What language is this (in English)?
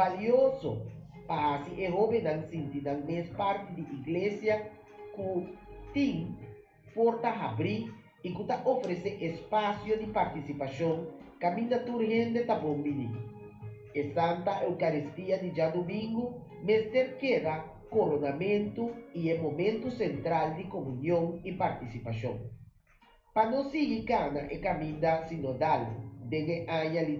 Papiamento